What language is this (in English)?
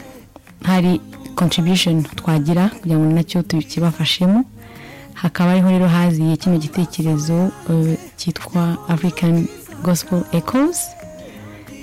Kinyarwanda